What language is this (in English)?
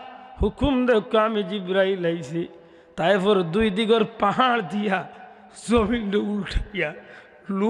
Sylheti